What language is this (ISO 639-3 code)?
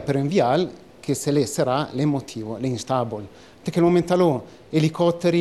ita